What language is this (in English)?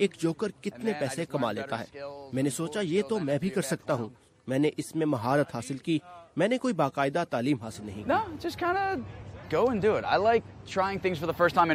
Urdu